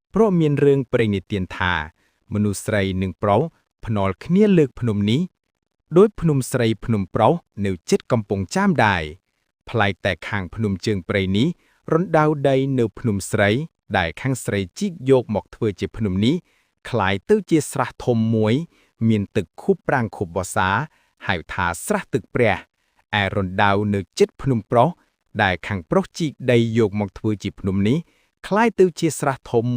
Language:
Khmer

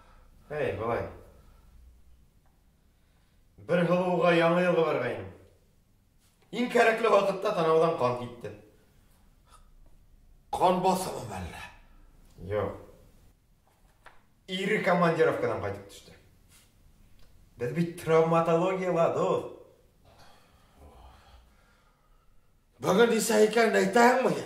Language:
Bashkir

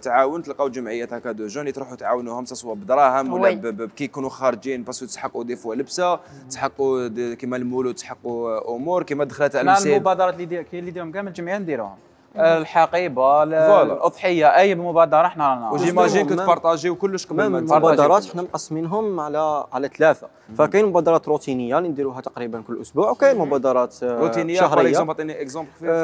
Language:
Algerian Arabic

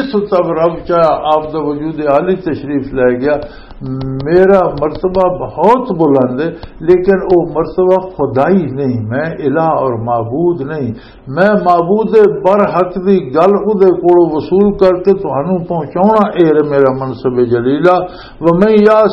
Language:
Western Panjabi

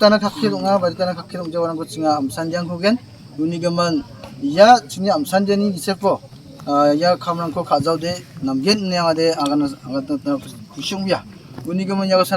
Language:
Garo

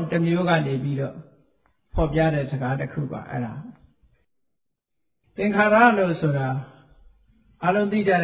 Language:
Burmese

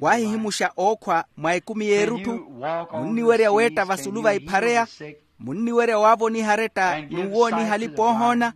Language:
Makhuwa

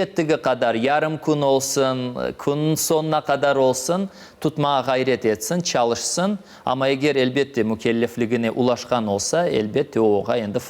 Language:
Crimean Tatar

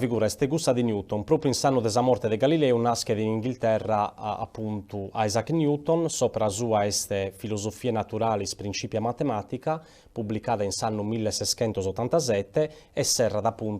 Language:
Sardinian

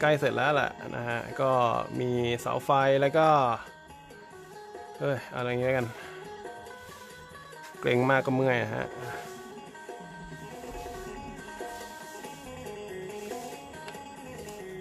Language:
Thai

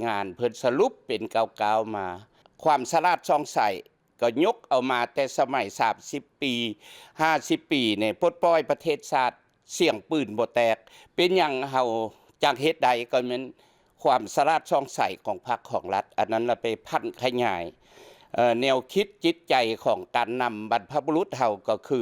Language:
Lao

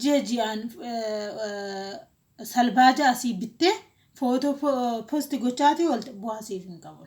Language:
Oromo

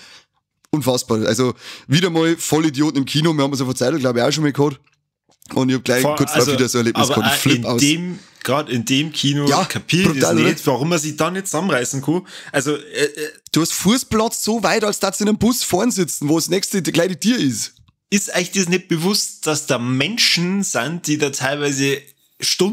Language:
Bavarian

